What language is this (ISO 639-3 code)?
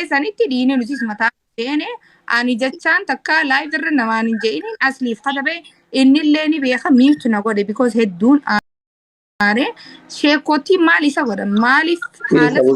orm